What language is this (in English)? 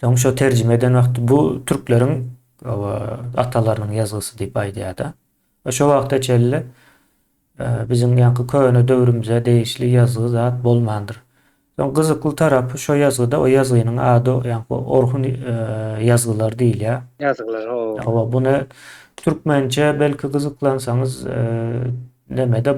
Turkmen